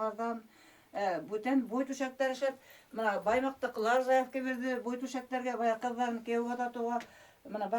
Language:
Bashkir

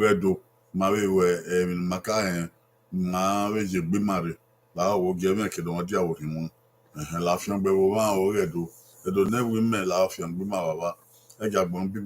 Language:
Bini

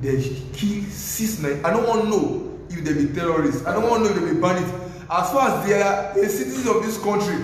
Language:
Nigerian Pidgin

